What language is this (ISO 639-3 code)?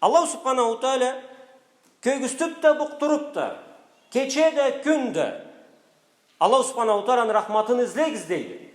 krc